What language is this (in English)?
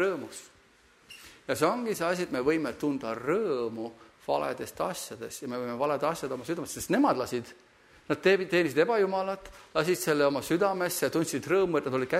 Estonian